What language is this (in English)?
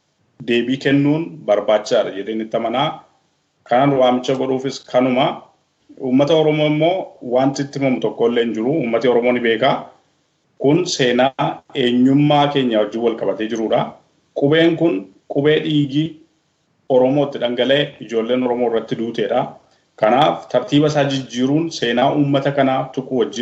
Oromo